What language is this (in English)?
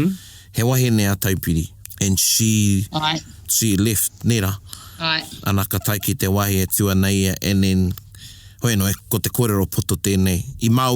Māori